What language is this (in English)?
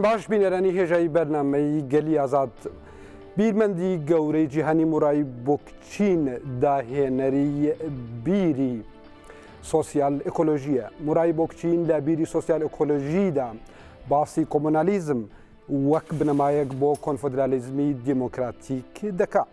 Central Kurdish